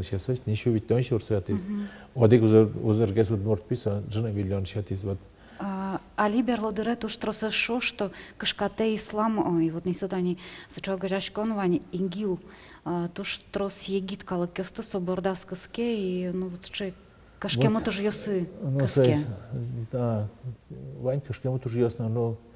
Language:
Udmurt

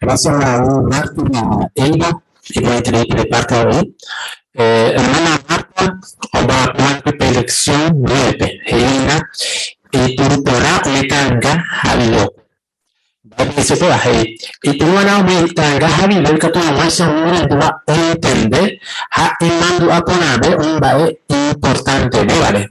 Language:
Guarani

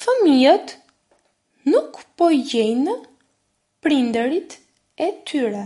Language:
Albanian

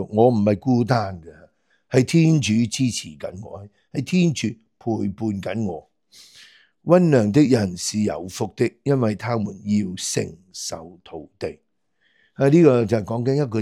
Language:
Cantonese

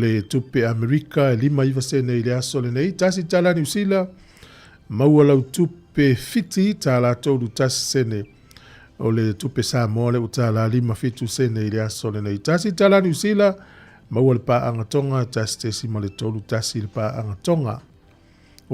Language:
Samoan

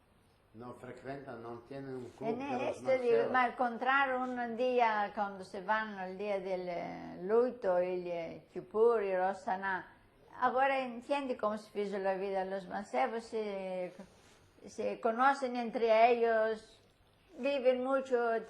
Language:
Ladino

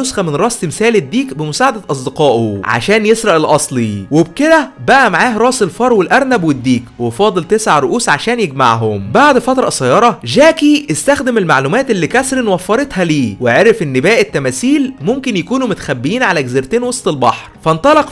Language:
Egyptian Arabic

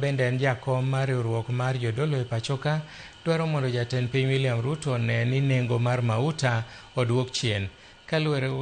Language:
Luo (Kenya and Tanzania)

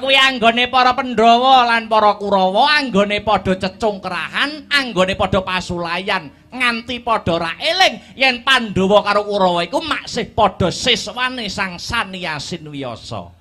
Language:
Javanese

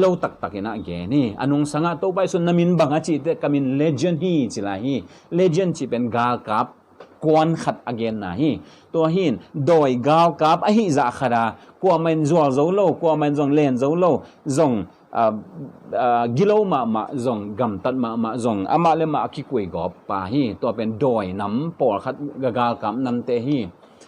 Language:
Tedim Chin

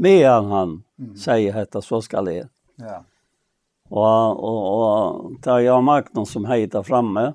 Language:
Faroese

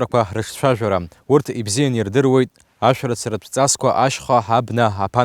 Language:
Abkhazian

